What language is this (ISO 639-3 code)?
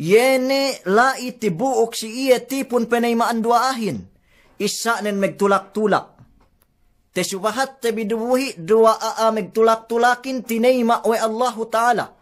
yka